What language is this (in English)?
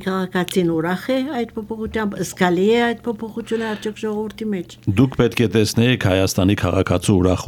Armenian